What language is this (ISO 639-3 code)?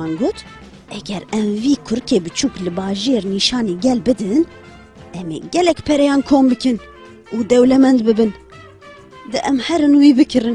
kur